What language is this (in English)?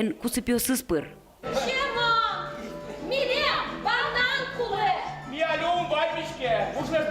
Udmurt